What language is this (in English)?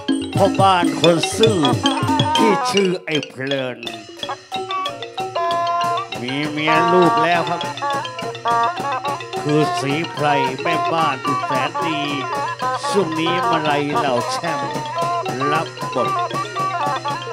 Thai